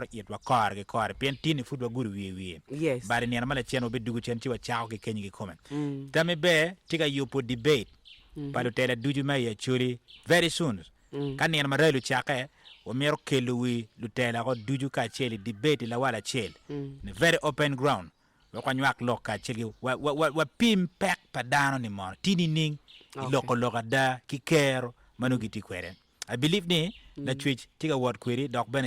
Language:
Acoli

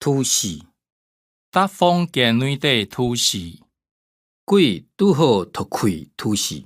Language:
Hakka Chinese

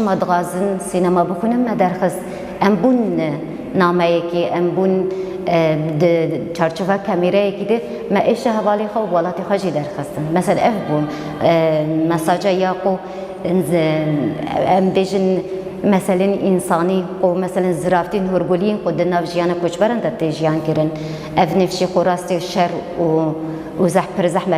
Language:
Kurdish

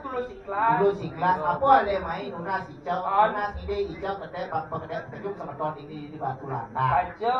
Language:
Balinese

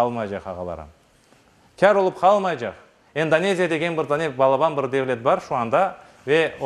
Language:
Crimean Tatar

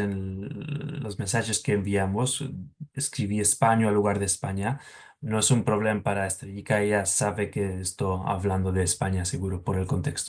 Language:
Ladino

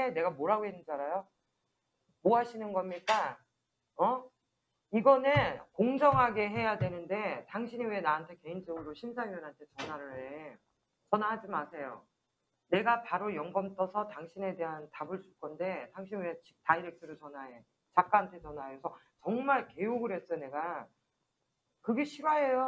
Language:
Korean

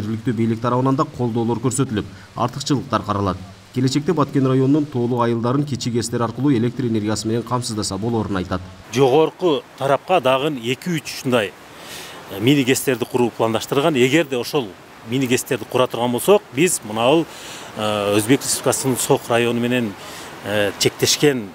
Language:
Kyrgyz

